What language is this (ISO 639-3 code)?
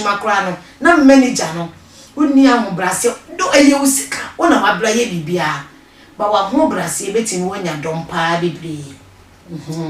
aka